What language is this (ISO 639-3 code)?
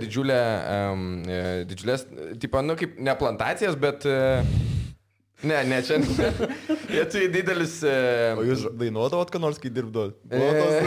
lit